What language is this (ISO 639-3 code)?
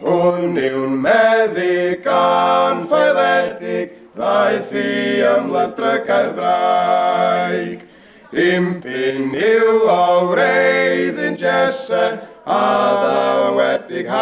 cym